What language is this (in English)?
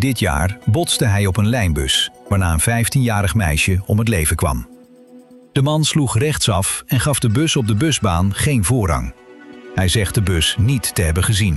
Dutch